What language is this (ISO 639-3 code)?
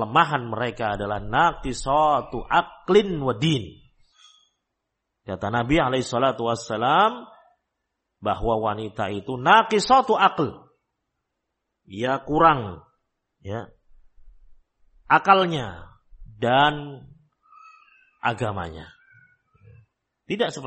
ind